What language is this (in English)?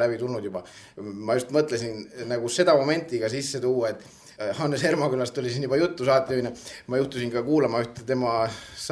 Estonian